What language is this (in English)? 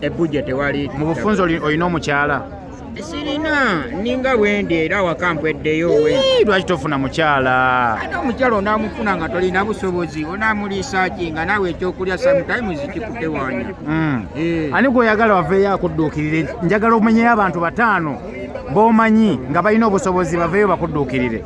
Ganda